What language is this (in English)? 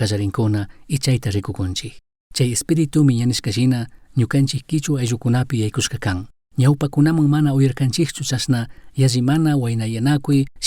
Chimborazo Highland Quichua